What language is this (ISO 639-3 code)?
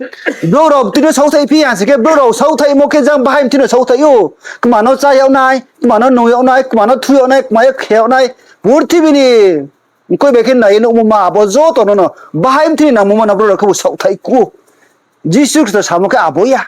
ria